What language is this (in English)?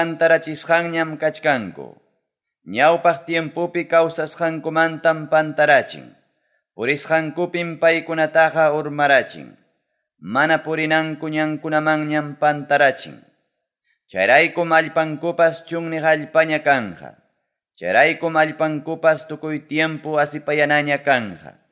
Ayacucho Quechua